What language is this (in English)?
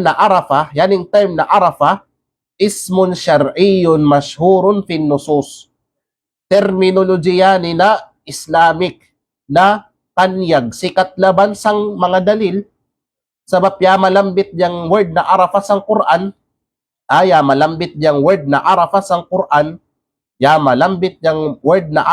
Kalagan